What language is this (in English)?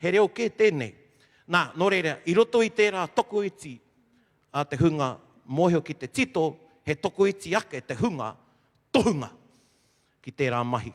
Māori